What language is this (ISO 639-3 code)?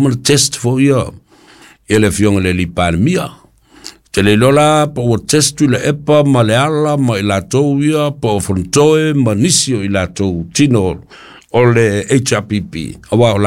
smo